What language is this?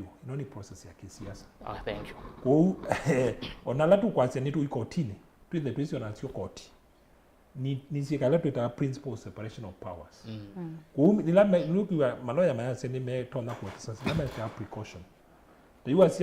Kamba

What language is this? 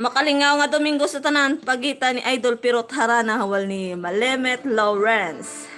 Hiligaynon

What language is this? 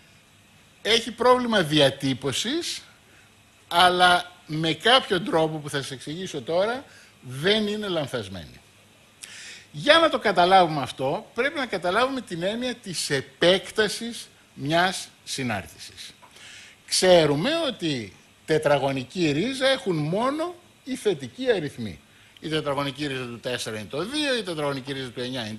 Greek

